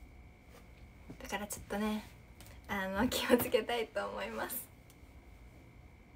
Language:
Japanese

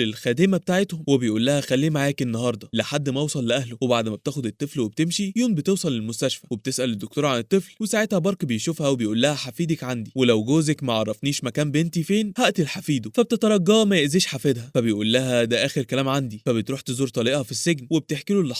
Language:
Egyptian Arabic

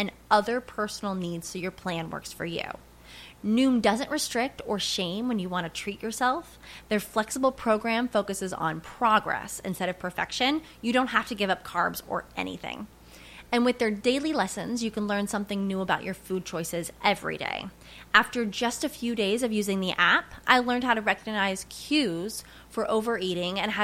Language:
English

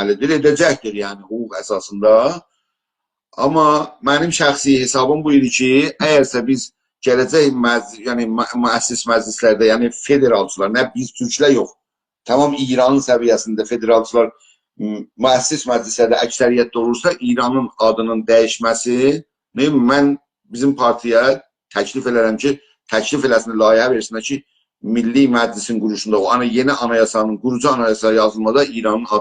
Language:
South Azerbaijani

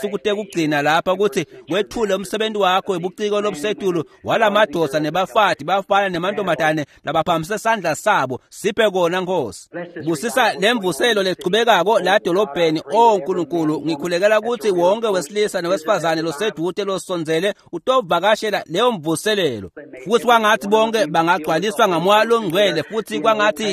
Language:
Swati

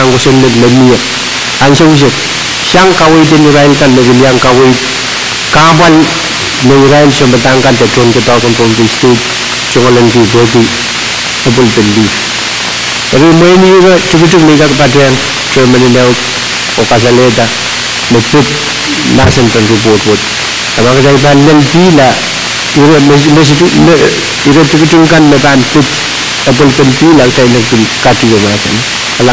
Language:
Pohnpeian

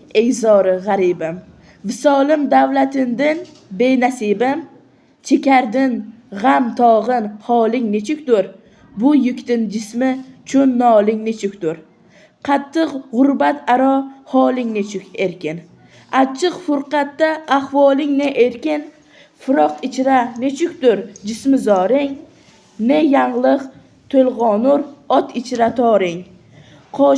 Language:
Uzbek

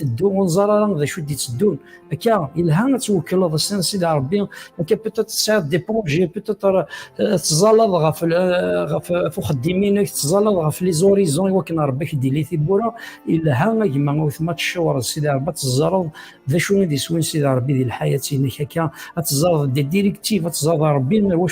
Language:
Kabyle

